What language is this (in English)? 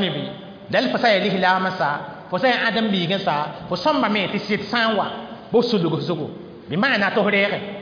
Mossi